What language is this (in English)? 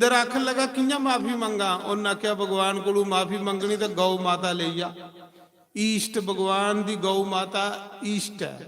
Dogri